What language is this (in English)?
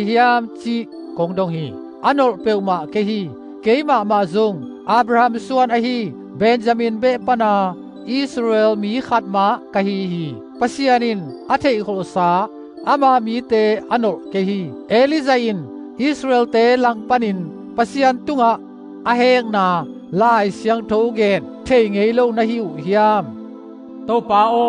Tedim Chin